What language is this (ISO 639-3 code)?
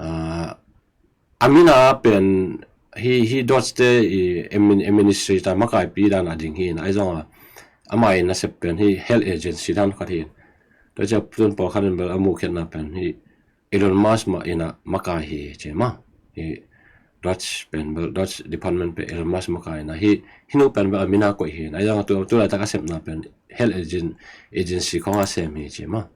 ctd